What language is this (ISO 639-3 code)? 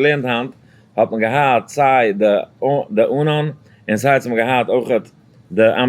yid